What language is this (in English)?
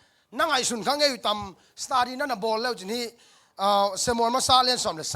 Tedim Chin